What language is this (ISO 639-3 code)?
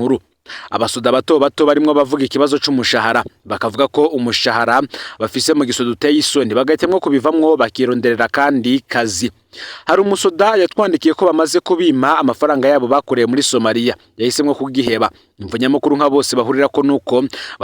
run